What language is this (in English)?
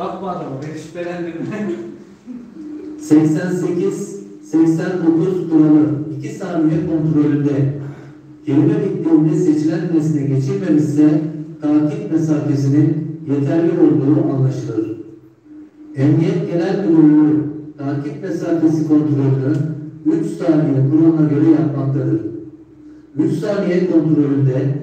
Turkish